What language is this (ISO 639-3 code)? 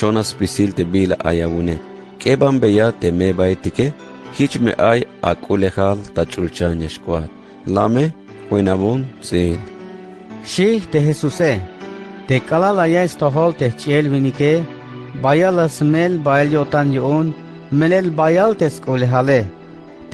tzh